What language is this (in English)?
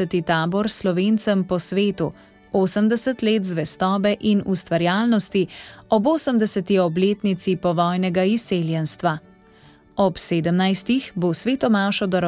Slovenian